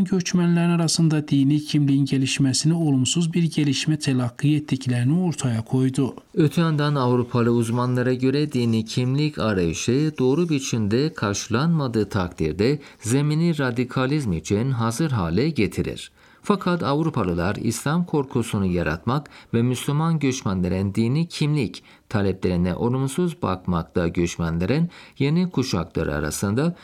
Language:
Turkish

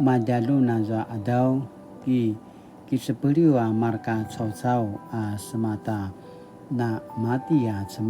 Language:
Paiwan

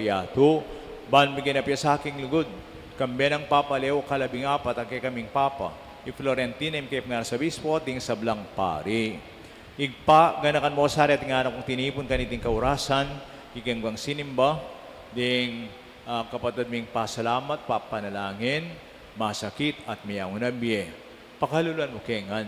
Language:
Pampanga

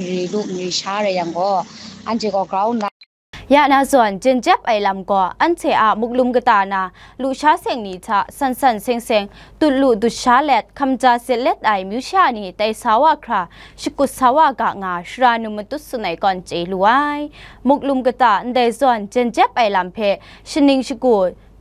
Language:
Kachin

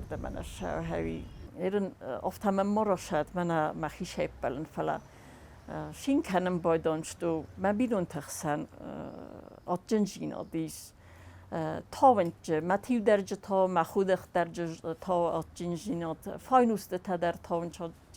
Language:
Ossetic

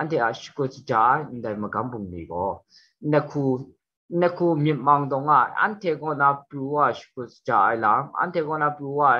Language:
Kachin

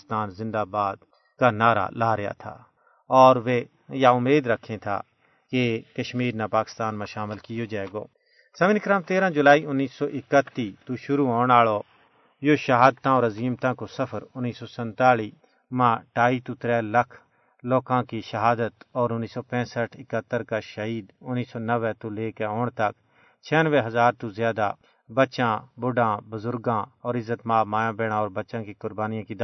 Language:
Gujari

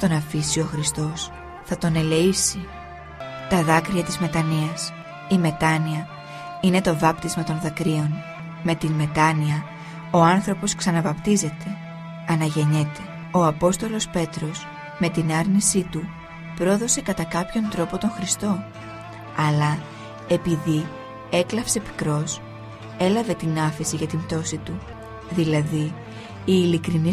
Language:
Greek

